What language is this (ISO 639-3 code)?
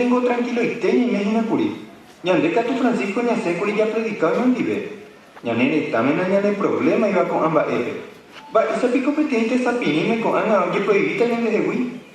grn